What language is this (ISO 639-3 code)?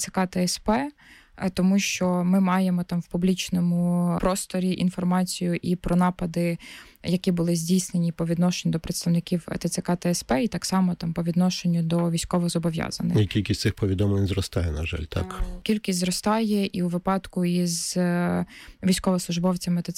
ukr